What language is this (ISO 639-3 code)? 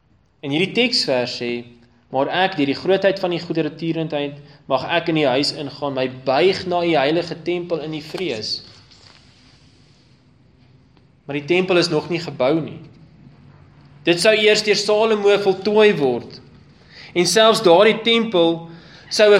afr